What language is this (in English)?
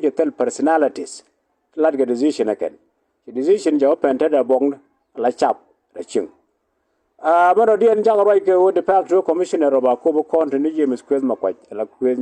Nuer